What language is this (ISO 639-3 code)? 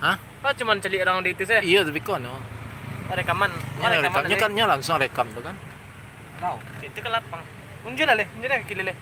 min